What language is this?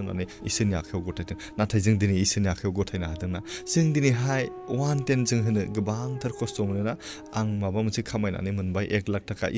Bodo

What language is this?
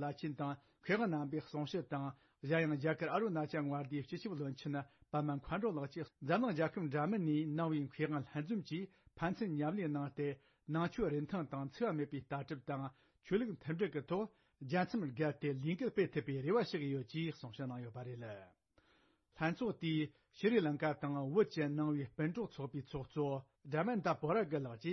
Tibetan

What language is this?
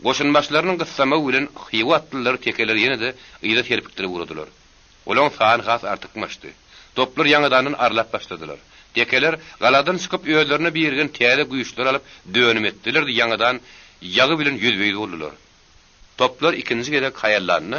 Turkmen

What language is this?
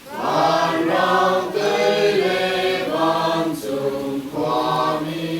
Hakha Chin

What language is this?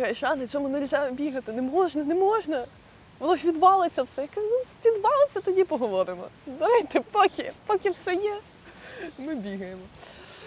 Ukrainian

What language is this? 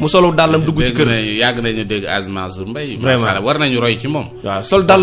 Wolof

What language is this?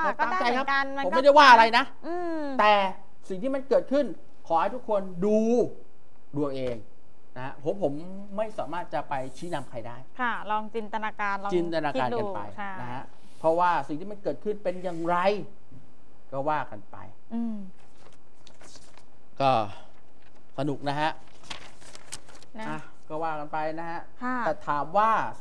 Thai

